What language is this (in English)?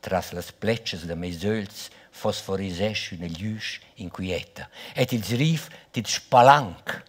Romansh